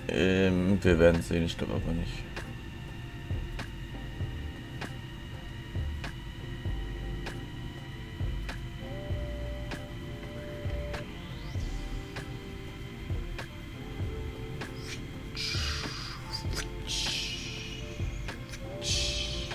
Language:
German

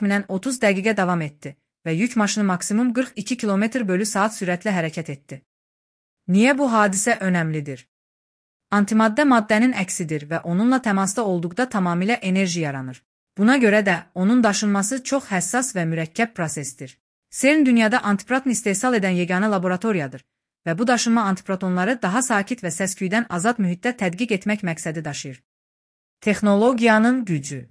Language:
Azerbaijani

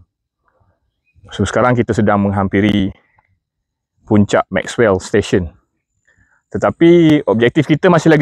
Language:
Malay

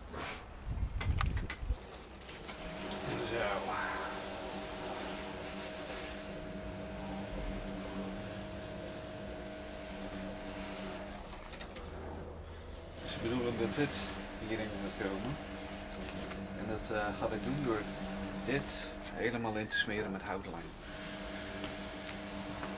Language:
Dutch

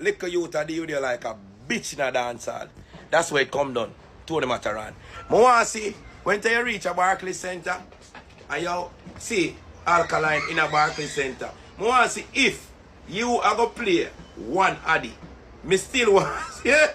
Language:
Jamaican Creole English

